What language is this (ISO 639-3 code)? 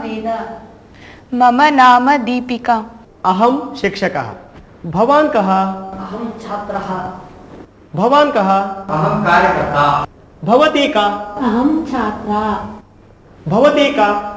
san